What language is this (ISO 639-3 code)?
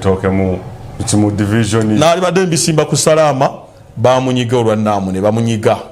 lug